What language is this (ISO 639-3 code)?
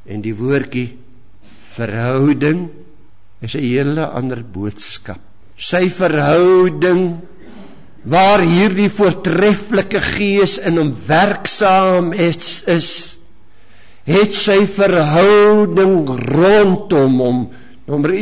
afr